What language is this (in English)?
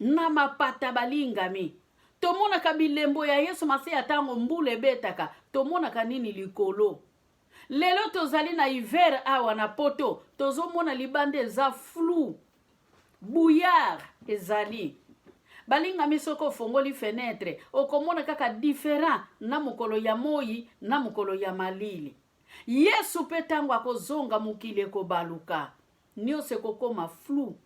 Lingala